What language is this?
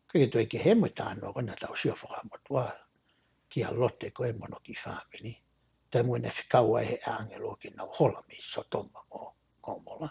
Tongan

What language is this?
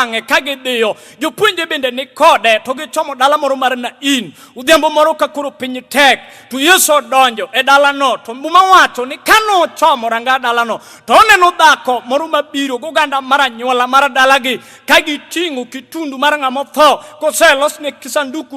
Luo (Kenya and Tanzania)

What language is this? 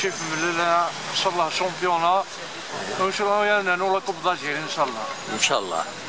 Kabyle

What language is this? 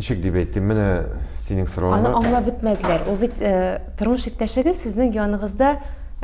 Tatar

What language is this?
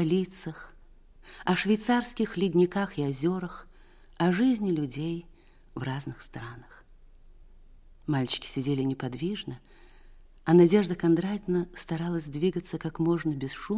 Russian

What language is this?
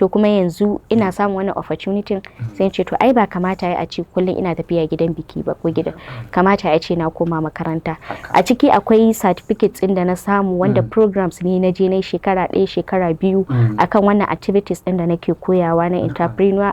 Hausa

